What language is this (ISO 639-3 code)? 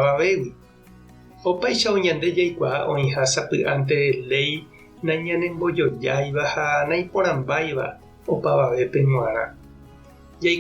grn